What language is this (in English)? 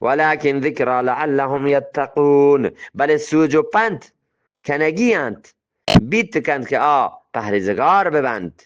Eastern Balochi